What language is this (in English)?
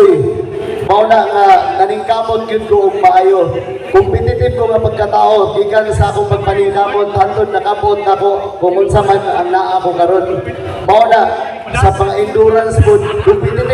Cebuano